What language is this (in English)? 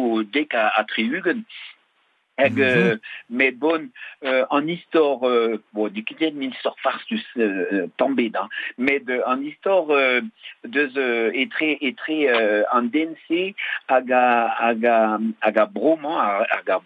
Breton